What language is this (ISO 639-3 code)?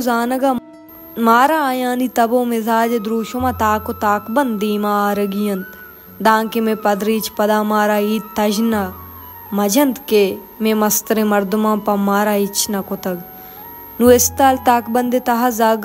bal